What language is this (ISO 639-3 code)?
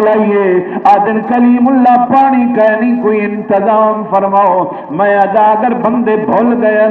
skr